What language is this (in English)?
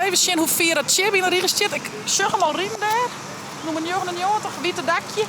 Western Frisian